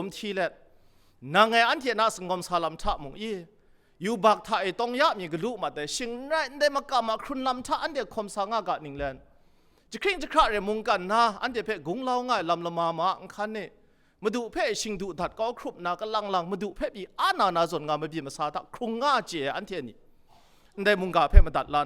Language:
Kachin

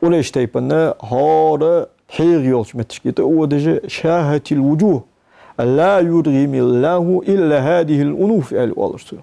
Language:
Ingush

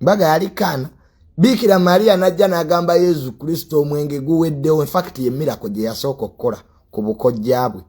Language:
Ganda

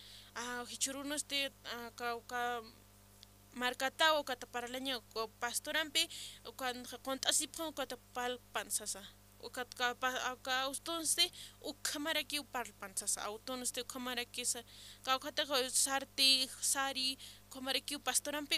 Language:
Aymara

